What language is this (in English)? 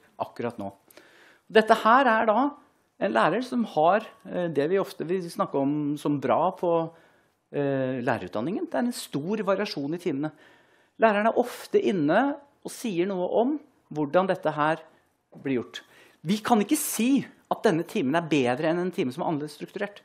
Norwegian